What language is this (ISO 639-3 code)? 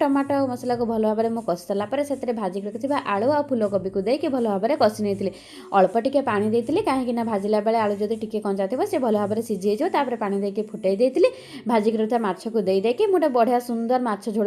ori